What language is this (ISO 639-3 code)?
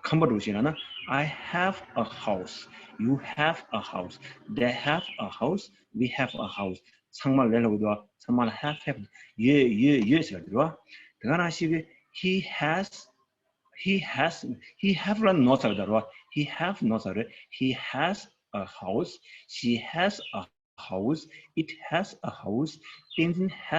bod